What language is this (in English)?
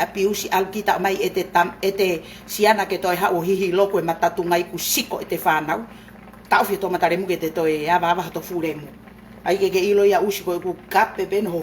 Tongan